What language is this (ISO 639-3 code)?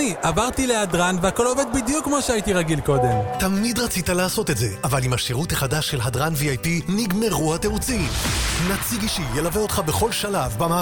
heb